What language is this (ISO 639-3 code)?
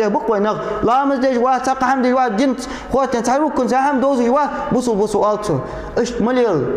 inh